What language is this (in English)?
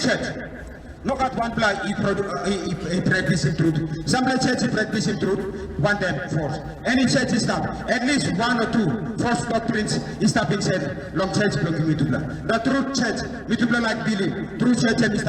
Tok Pisin